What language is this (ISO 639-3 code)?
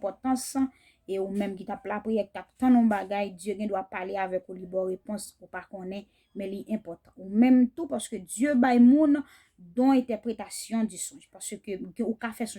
hat